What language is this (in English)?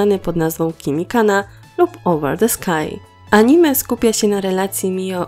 Polish